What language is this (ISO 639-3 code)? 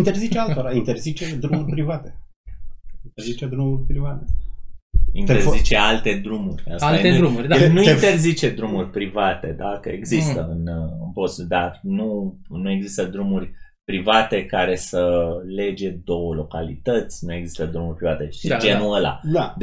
ron